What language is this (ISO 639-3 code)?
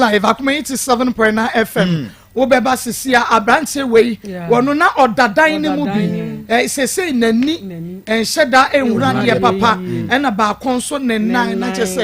aka